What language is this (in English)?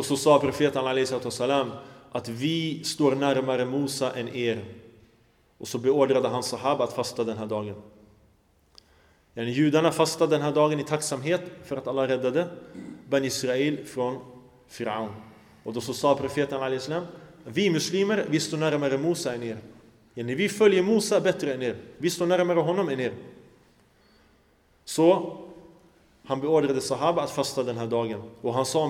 Swedish